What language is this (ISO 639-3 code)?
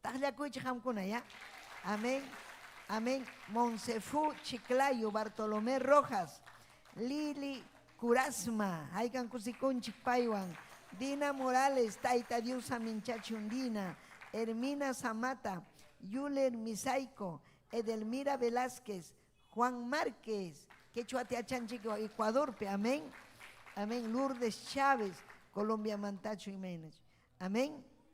quy